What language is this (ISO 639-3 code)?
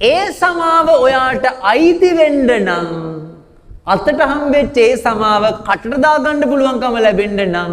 sin